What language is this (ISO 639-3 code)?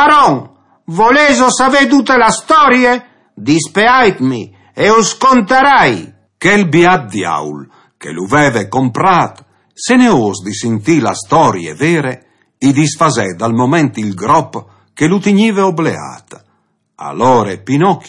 fur